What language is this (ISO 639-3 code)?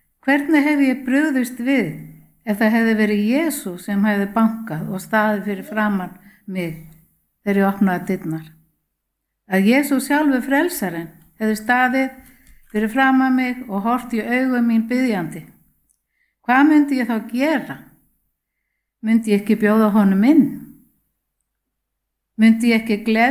isl